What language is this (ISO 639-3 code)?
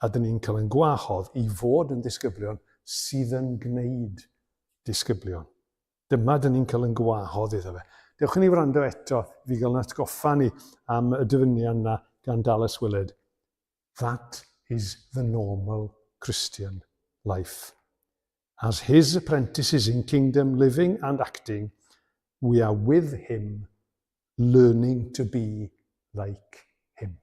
cym